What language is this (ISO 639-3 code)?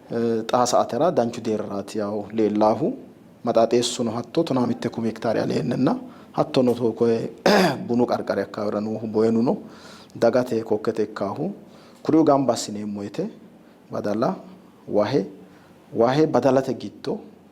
sid